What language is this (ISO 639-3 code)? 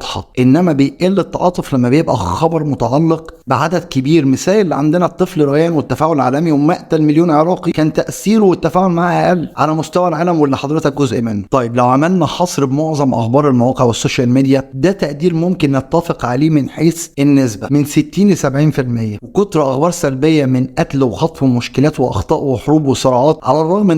arz